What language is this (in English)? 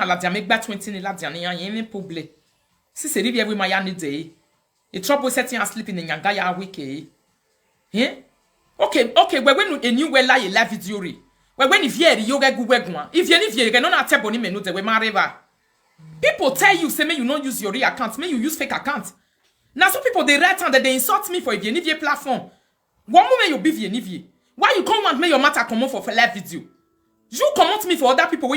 Nigerian Pidgin